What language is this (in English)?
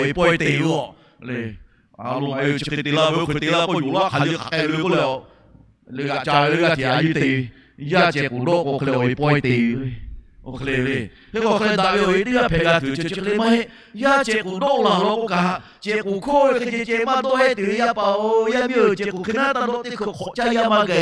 Lahu